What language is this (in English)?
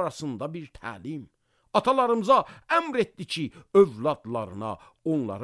Azerbaijani